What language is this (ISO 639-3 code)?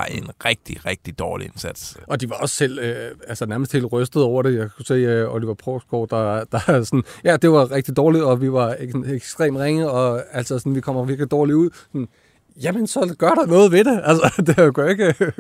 dan